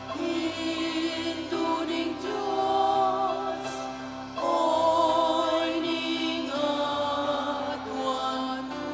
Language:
Pampanga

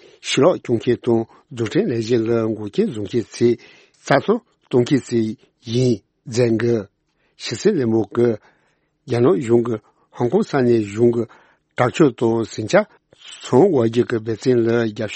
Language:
Tibetan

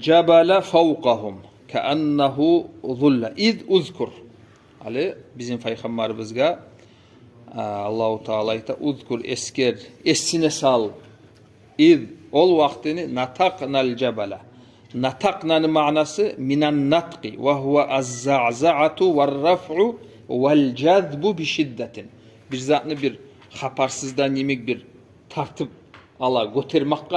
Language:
Kumyk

